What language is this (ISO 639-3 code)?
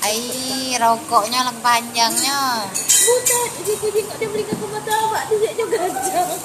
mui